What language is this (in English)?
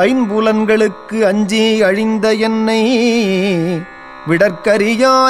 Tamil